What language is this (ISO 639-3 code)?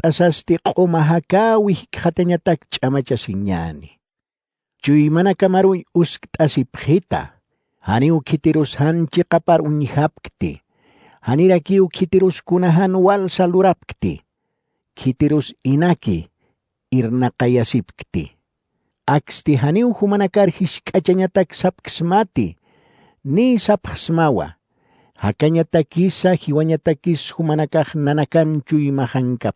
aym